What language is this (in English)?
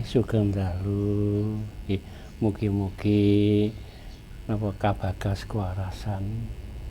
Javanese